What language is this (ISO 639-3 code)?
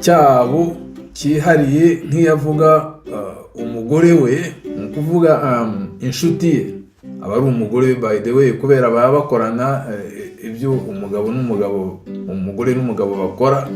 kin